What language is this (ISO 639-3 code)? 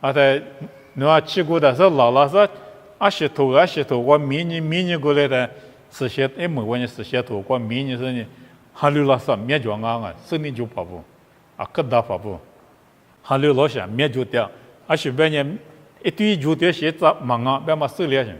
lis